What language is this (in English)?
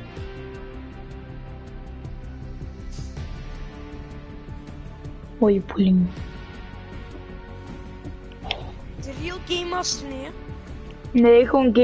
Dutch